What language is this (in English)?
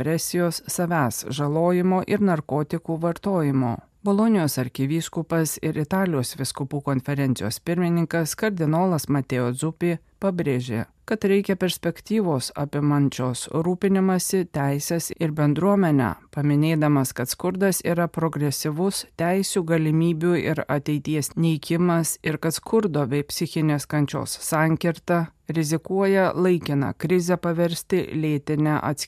Lithuanian